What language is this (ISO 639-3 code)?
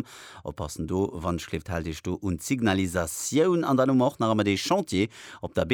ltz